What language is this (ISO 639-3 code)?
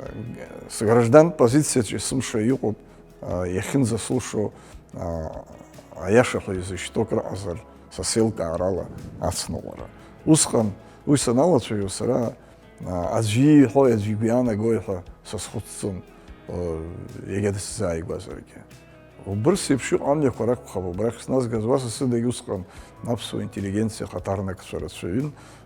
abk